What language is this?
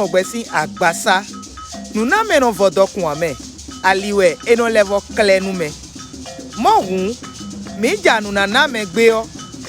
Fon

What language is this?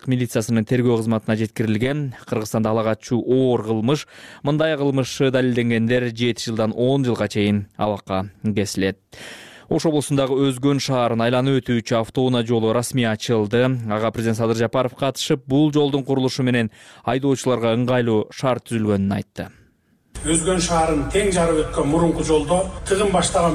Kyrgyz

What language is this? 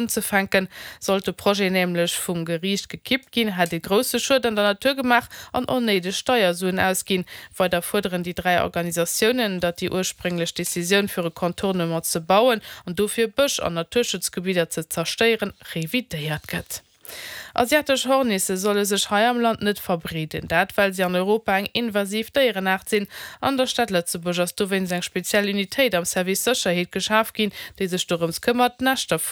Luxembourgish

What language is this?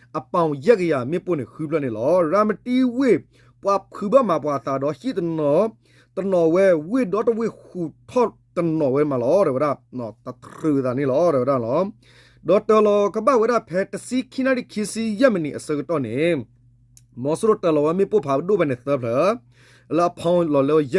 S'gaw Karen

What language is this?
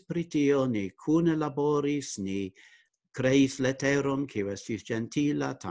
Esperanto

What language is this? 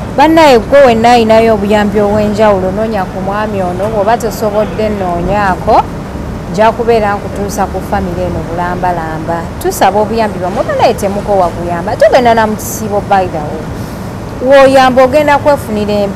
Ganda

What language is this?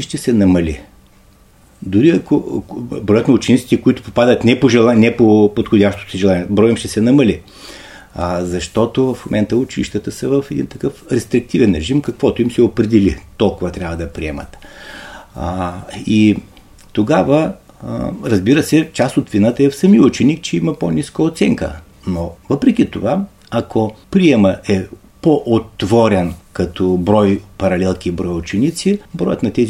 Bulgarian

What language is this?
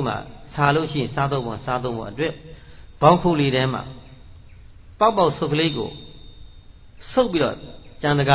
Burmese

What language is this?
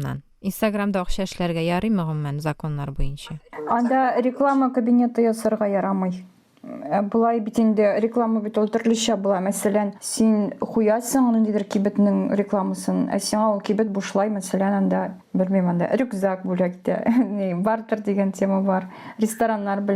Tatar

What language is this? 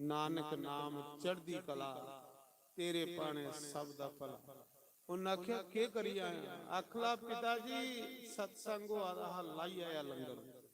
Dogri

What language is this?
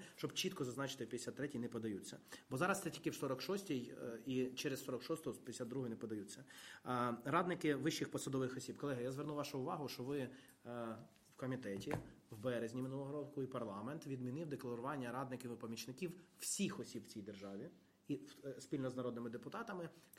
Ukrainian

